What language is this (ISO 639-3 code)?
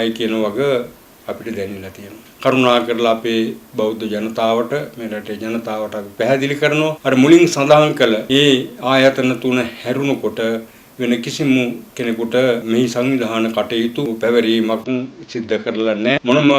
sin